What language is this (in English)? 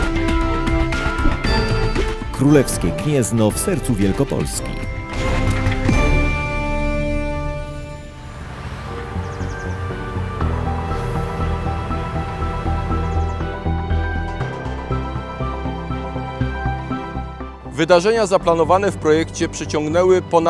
Polish